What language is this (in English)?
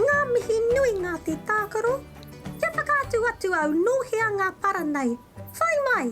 Māori